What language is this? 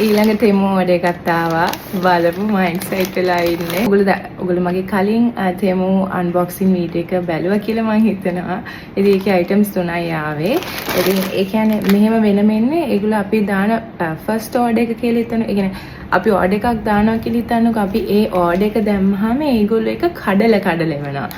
Sinhala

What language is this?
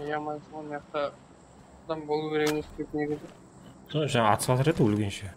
Kara-Kalpak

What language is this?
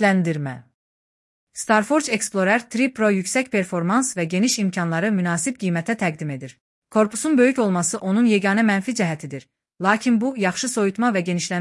Azerbaijani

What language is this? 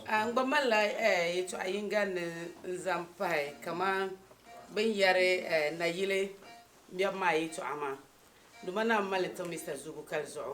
Dagbani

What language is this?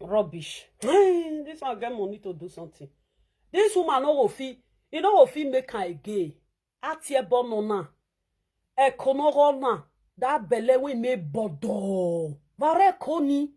Nigerian Pidgin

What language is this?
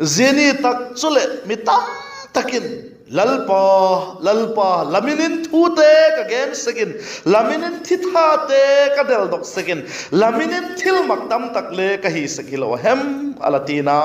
Vaiphei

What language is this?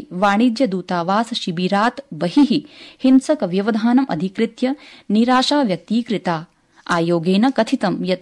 Sanskrit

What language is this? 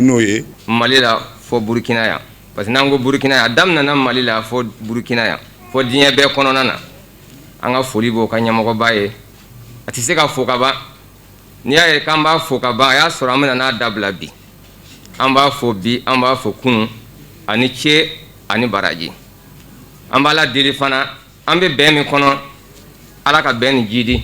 Bambara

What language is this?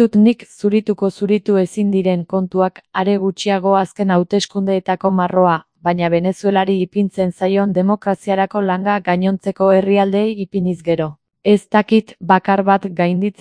Basque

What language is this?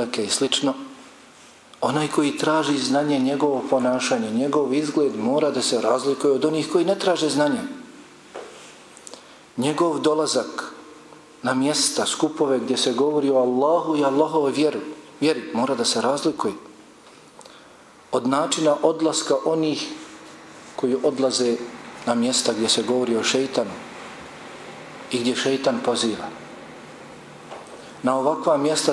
Bosnian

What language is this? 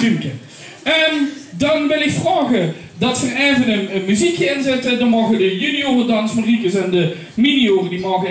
Limburgish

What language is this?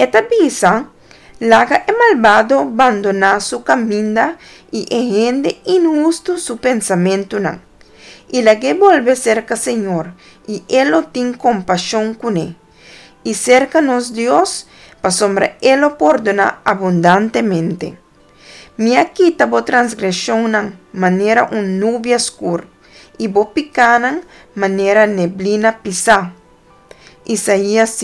Papiamento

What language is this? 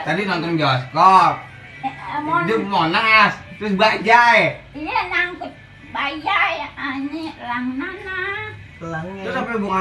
Betawi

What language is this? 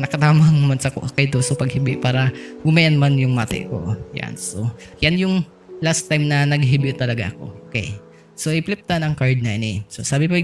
Bikol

